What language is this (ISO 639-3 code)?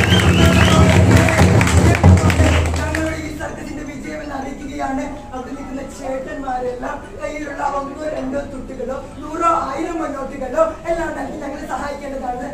mal